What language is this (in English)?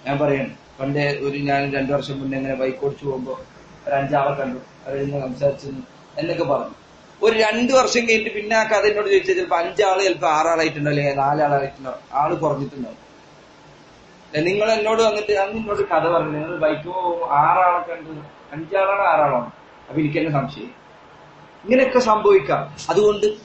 Malayalam